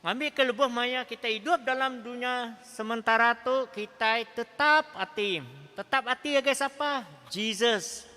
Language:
Iban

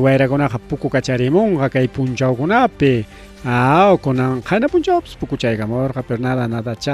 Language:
Ayacucho Quechua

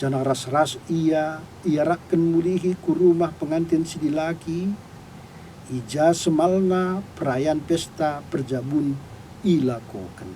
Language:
Batak Karo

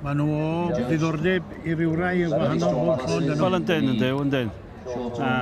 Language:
Welsh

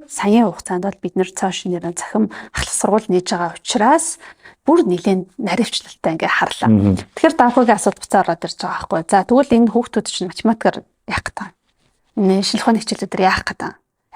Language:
Mongolian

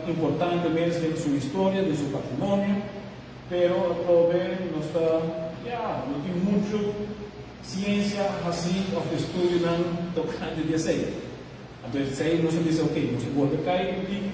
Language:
Papiamento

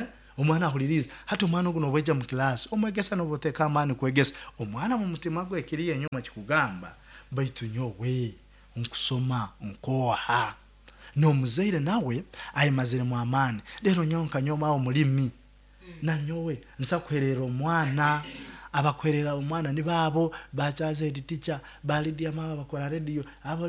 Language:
Nyoro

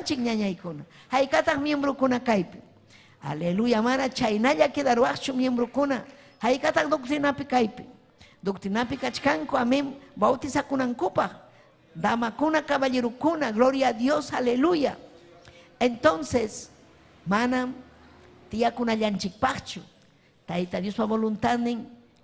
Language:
Ayacucho Quechua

